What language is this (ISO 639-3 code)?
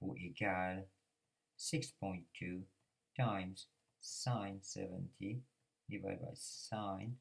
mfe